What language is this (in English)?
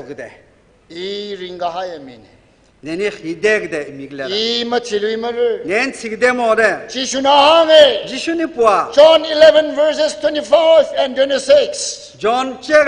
Tangkhul Naga (India)